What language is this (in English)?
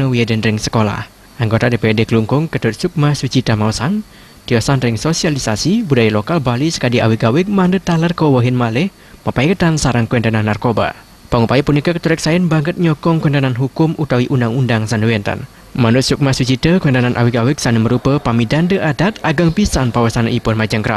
Balinese